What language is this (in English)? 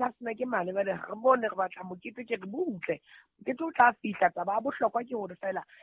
Southern Sotho